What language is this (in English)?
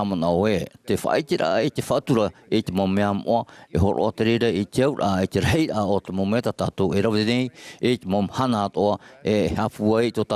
Tahitian